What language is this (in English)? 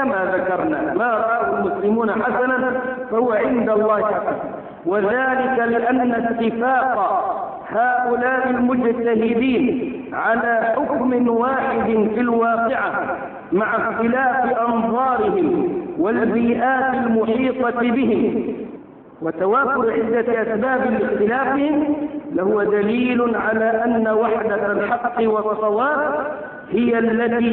Arabic